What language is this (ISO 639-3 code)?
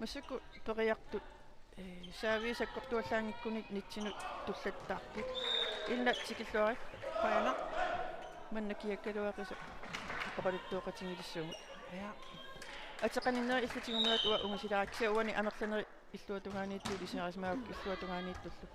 kal